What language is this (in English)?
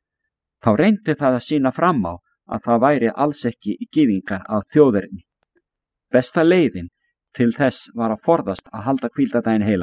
Icelandic